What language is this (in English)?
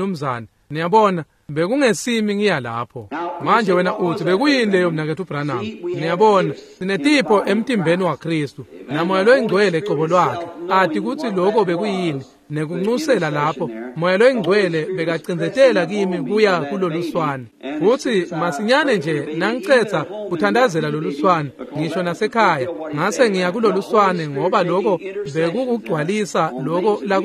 Swati